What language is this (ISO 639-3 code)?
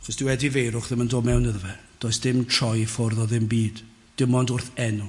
cym